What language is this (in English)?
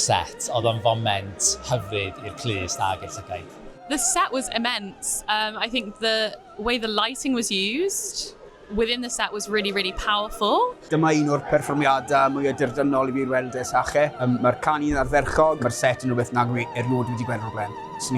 Welsh